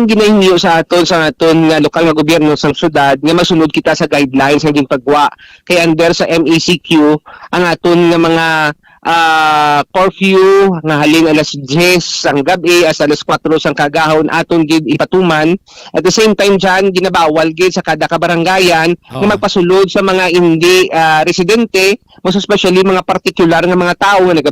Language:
Hiligaynon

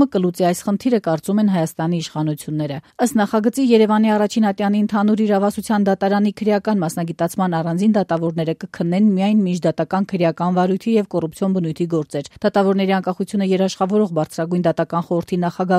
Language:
Armenian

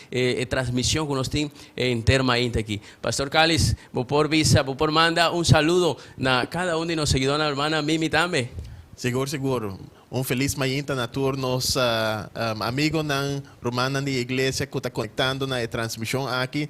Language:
Papiamento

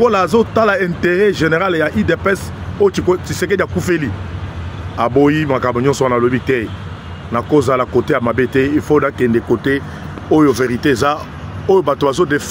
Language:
Lingala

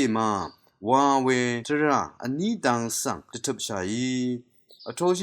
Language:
Rawang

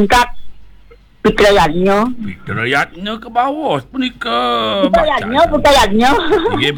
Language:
Balinese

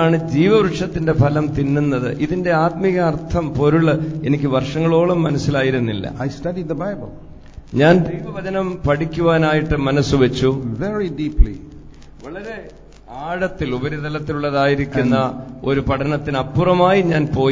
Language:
Malayalam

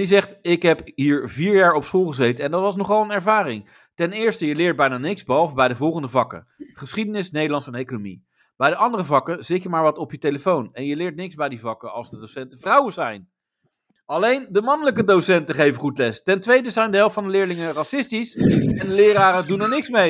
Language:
Dutch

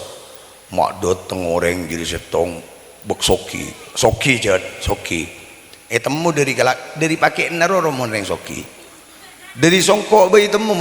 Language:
Madurese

